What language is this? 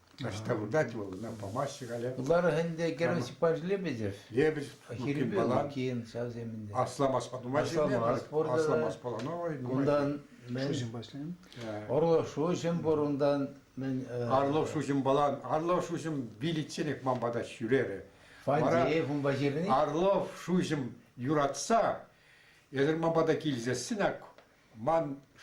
Chuvash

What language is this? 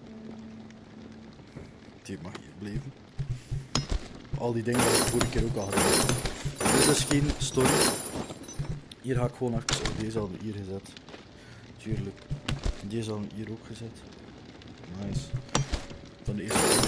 Dutch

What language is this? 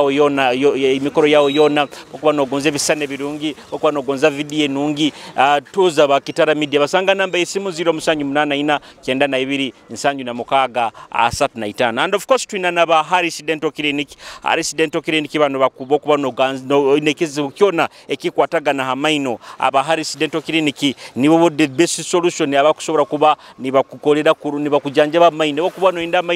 Nyoro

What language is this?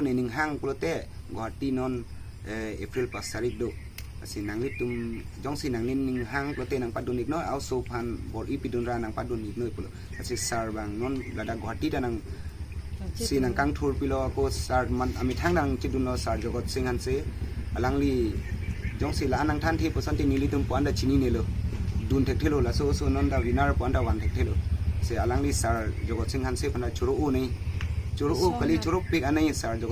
Karbi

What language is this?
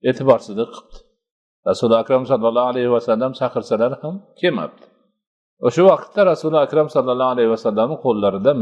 Uzbek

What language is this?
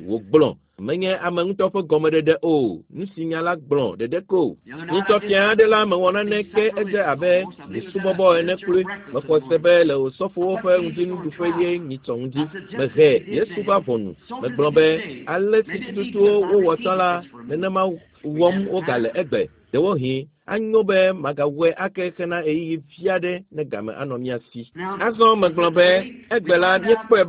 Ewe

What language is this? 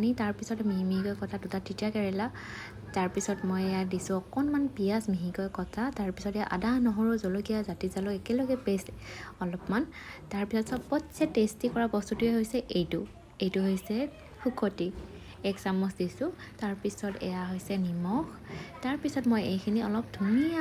Assamese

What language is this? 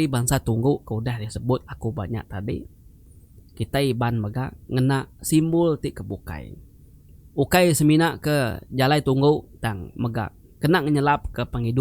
Iban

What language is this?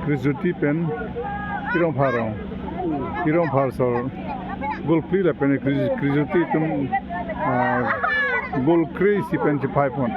Karbi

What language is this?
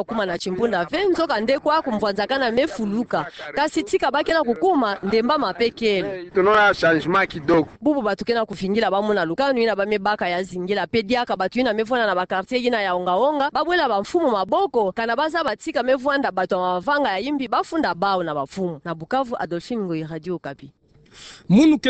Kituba (Democratic Republic of Congo)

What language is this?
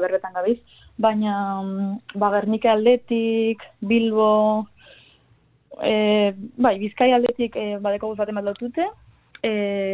Basque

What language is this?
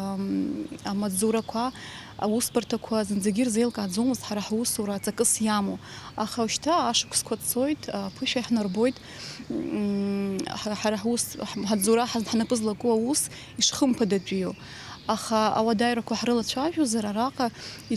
Abkhazian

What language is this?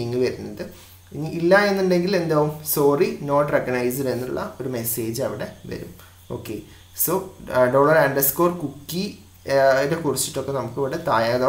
Malayalam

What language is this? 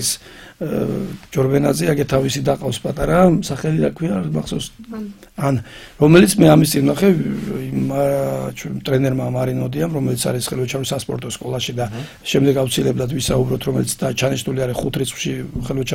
Georgian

